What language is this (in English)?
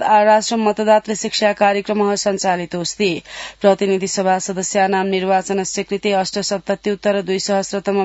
Sanskrit